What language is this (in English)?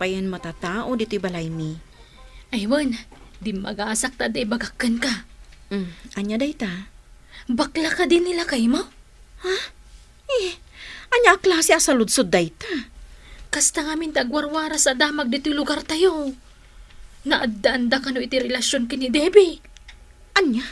Iloko